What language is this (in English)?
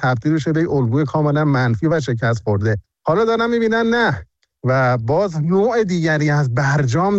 Persian